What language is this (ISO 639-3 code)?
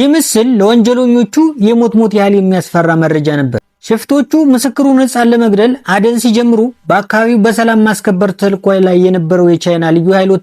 amh